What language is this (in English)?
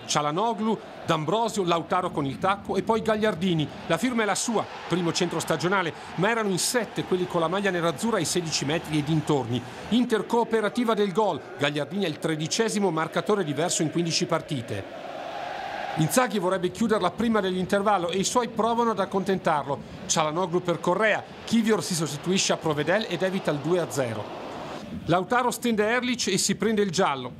Italian